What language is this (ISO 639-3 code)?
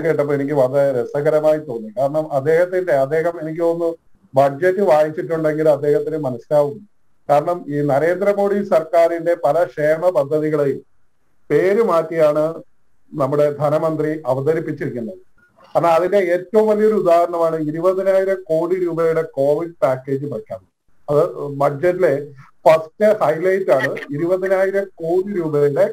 mal